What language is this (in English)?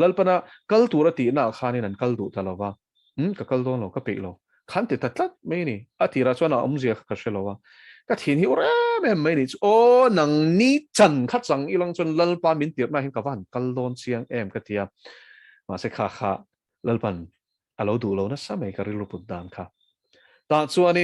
Mizo